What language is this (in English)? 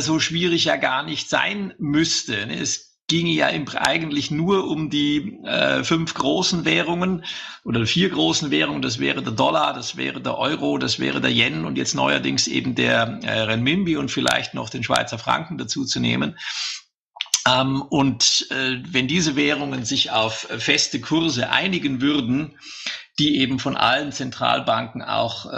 German